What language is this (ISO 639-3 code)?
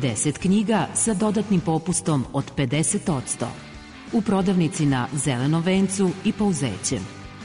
srp